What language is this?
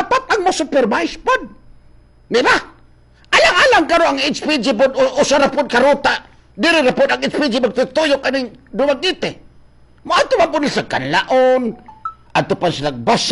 Cebuano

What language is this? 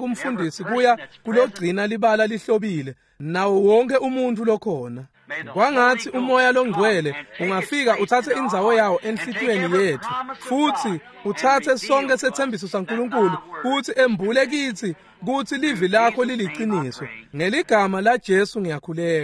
Swati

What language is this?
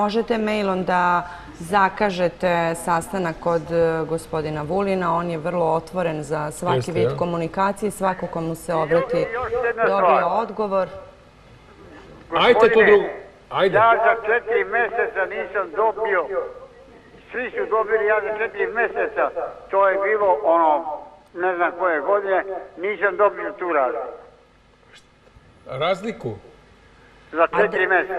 Serbian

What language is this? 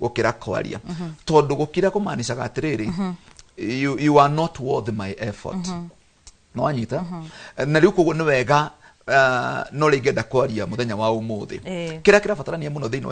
Kikuyu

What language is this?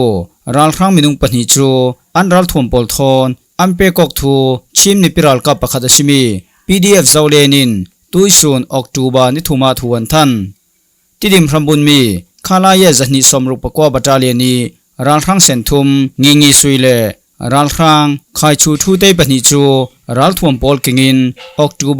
Falam Chin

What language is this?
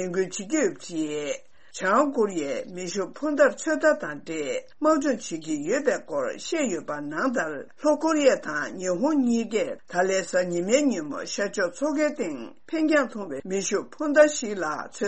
Tibetan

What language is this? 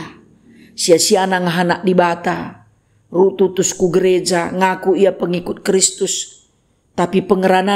Batak Karo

